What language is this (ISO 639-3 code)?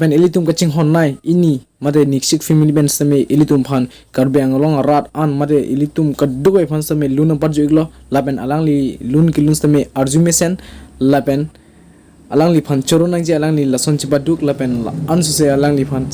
mjw